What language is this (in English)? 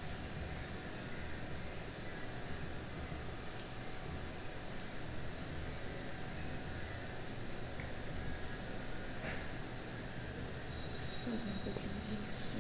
Portuguese